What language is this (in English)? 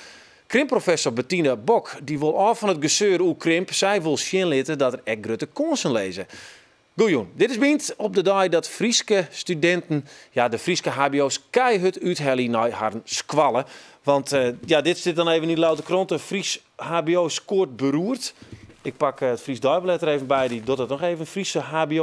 Western Frisian